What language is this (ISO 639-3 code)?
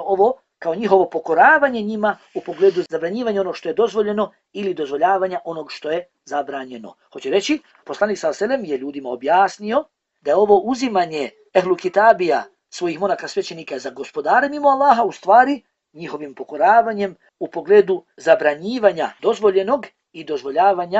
bos